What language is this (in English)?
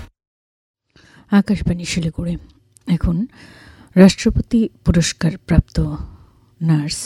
Bangla